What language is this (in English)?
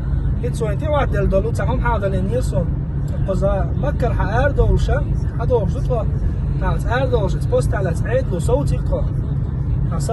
Chechen